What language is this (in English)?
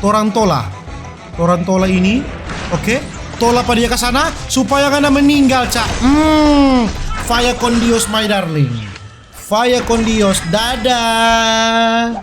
Manado Malay